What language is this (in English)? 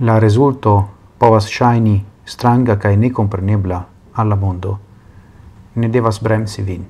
Esperanto